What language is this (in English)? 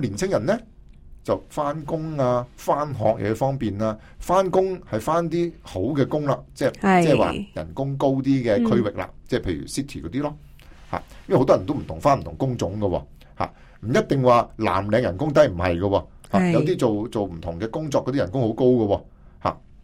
Cantonese